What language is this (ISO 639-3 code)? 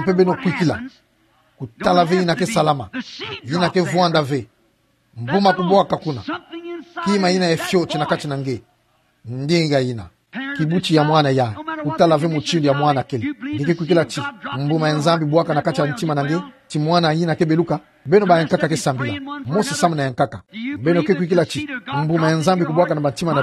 ktu